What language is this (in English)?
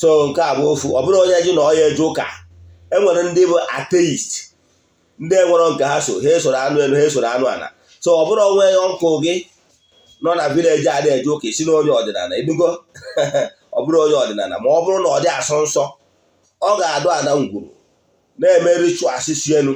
Igbo